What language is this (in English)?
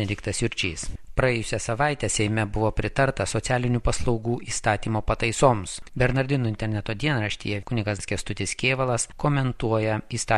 Lithuanian